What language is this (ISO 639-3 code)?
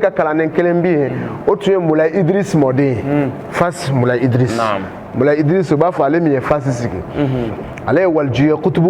bam